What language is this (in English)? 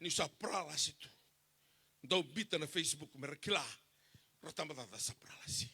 Fijian